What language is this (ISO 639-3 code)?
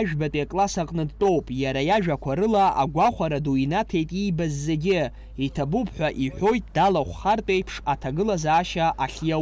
abk